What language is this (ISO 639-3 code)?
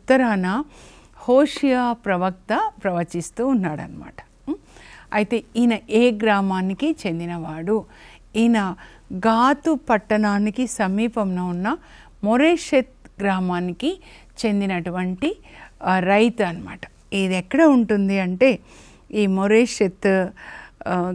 tel